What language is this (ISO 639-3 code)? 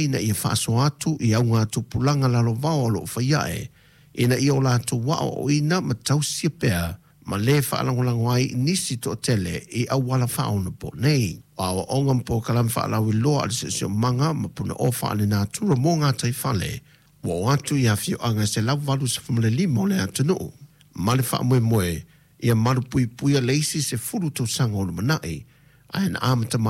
smo